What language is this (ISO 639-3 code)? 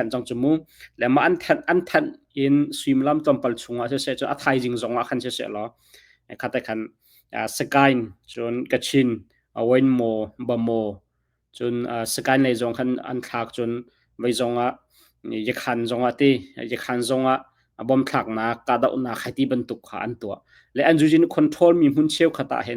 cnh